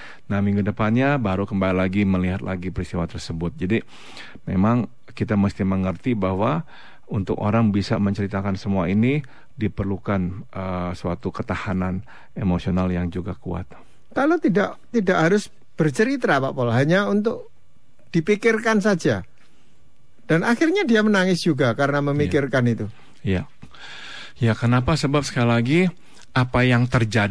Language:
Indonesian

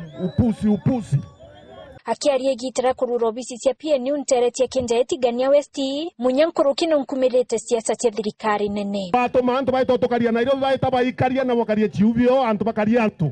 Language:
Meru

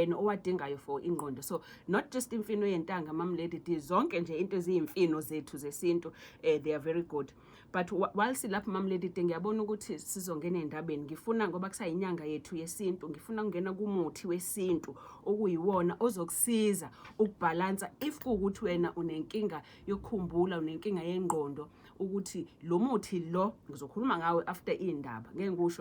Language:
Zulu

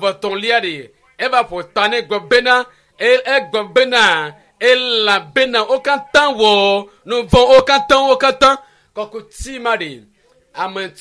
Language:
Ewe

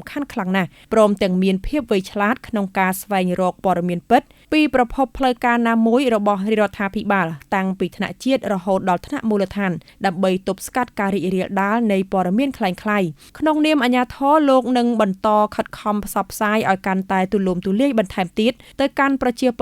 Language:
Khmer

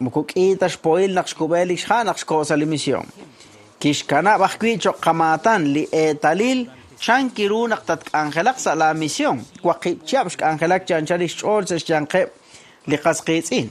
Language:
Kekchí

